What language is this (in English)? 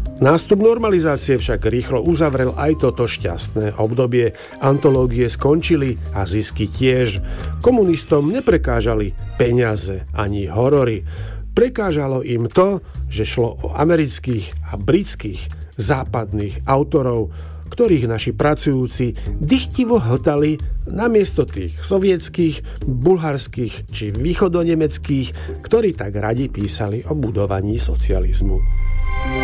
Slovak